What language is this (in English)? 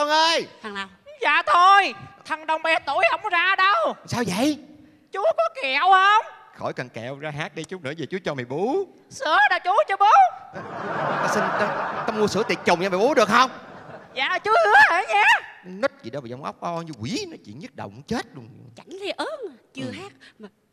Vietnamese